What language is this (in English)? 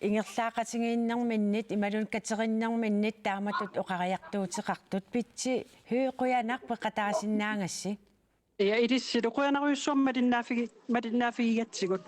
Kalaallisut